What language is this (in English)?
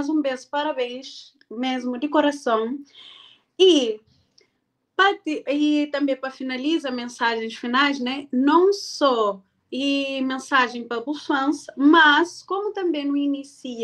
Kabuverdianu